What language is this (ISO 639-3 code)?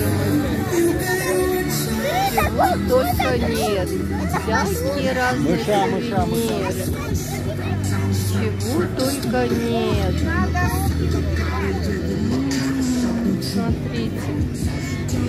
rus